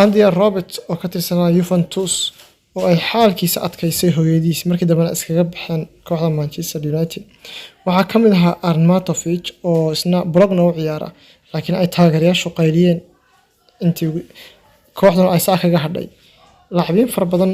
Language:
Somali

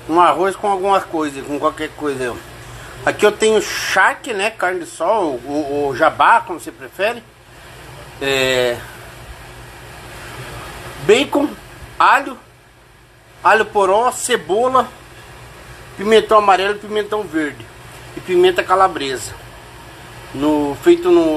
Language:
Portuguese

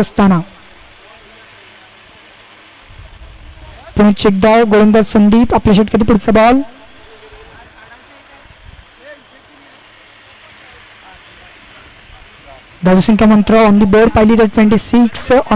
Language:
Marathi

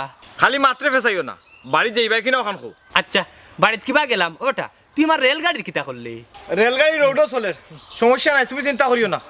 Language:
Sylheti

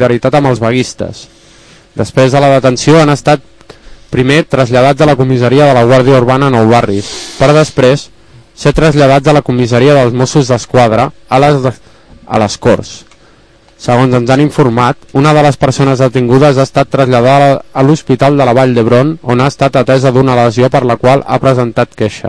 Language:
Catalan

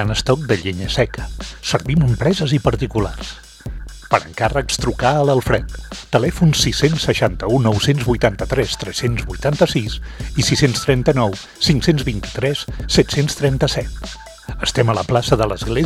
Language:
Catalan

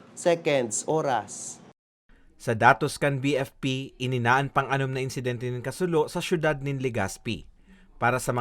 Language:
Bikol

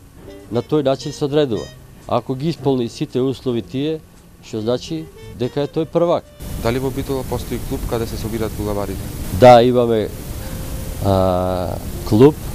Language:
Macedonian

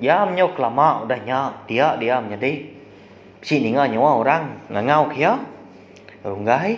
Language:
Iban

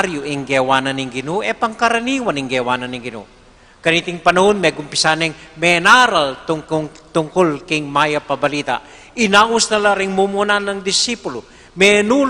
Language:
Pampanga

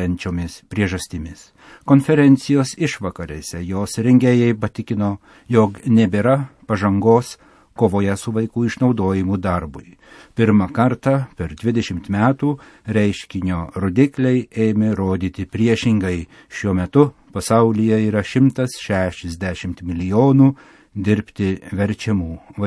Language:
Lithuanian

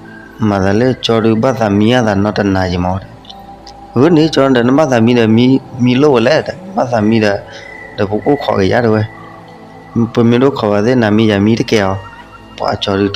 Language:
S'gaw Karen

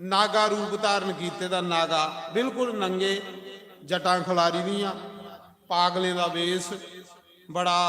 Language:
Dogri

